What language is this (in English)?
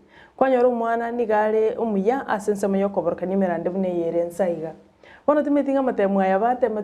Gusii